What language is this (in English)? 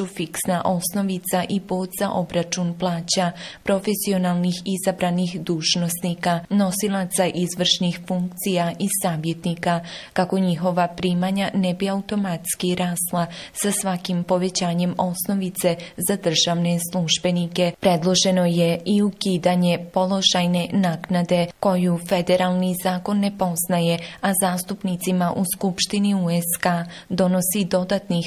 Bosnian